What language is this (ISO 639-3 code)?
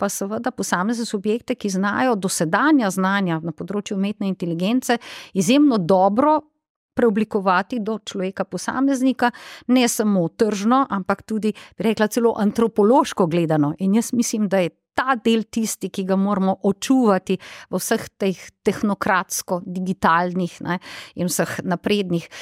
slv